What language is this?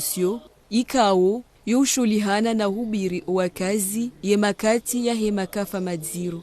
Ngazidja Comorian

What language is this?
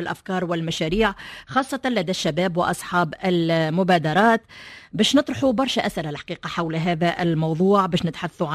Tunisian Arabic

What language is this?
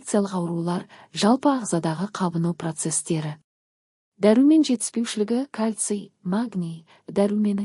Kazakh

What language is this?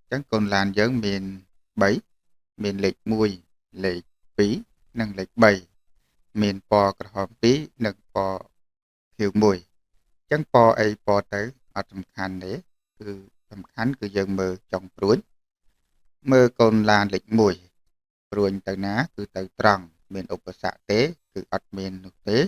Khmer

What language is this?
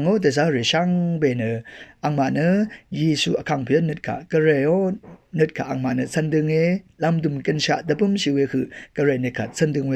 Rawang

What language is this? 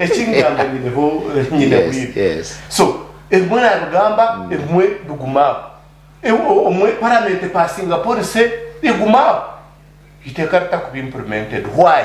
Nyankole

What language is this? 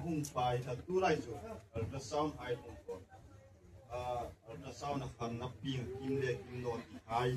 Hmar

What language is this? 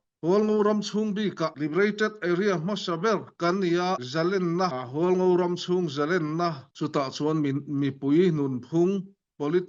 Falam Chin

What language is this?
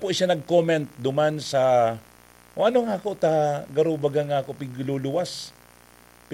Bikol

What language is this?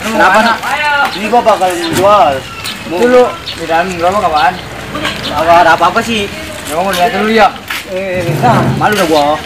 Betawi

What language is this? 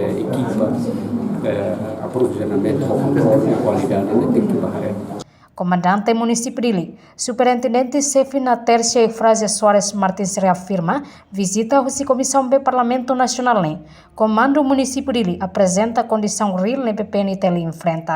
Tetum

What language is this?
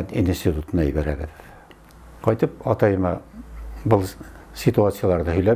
Bashkir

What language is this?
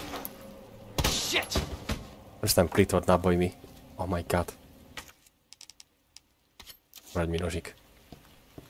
Slovak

